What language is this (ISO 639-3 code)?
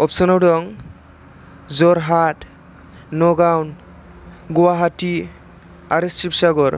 brx